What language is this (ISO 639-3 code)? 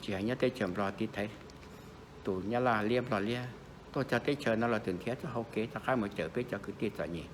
hmn